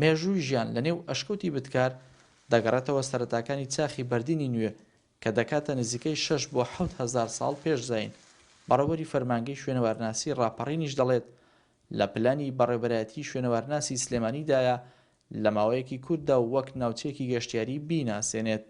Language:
Central Kurdish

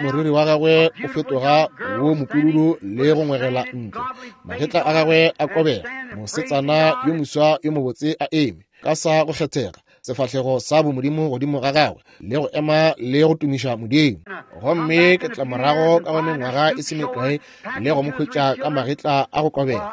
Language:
Northern Sotho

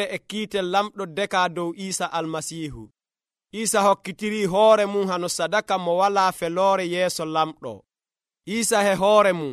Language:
Nigerian Fulfulde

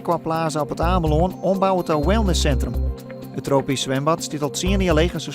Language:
Western Frisian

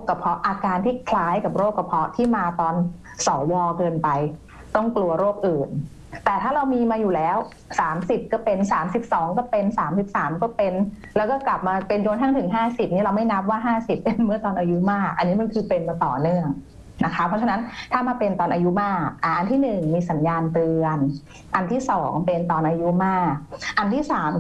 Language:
Thai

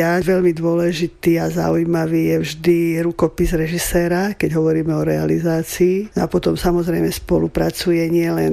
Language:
Slovak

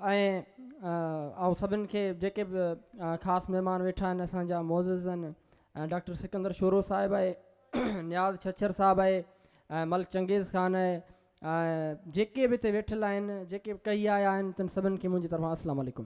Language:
Sindhi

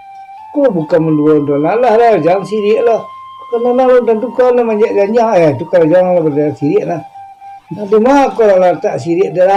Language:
Minangkabau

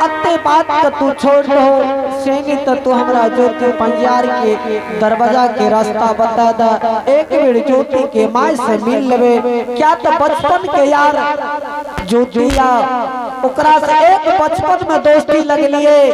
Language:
Angika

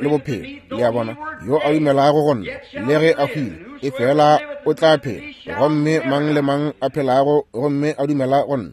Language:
Northern Sotho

